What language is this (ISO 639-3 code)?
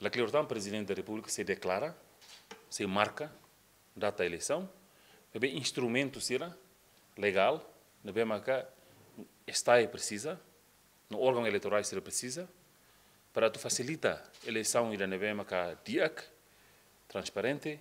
tet